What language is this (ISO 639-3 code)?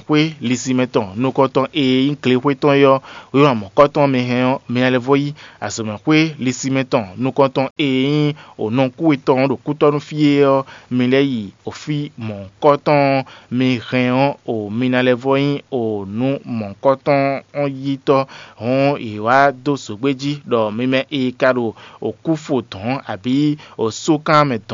fon